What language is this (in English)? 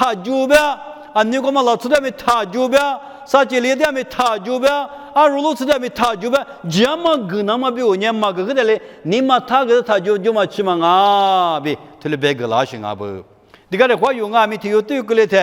Lisu